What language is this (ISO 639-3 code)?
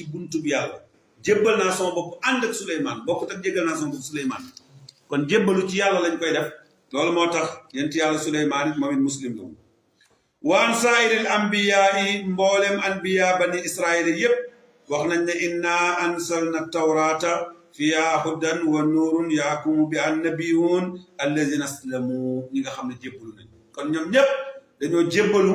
wol